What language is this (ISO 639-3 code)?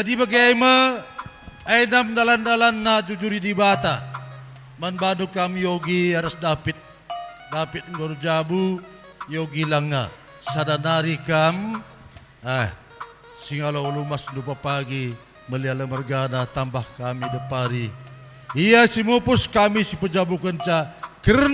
btx